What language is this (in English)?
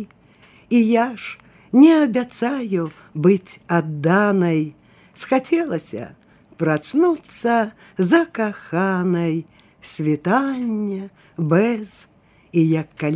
Belarusian